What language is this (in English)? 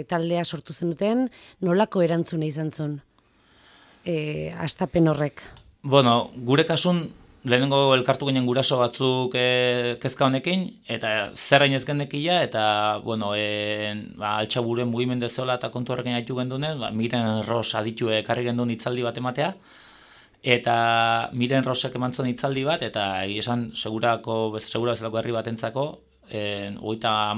Basque